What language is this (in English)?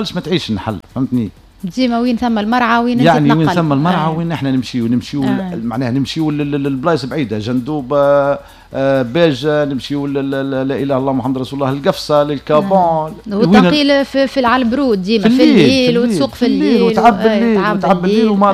Tunisian Arabic